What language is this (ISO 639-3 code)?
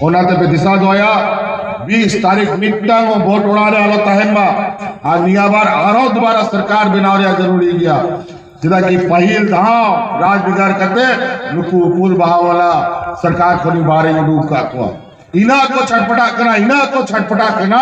sat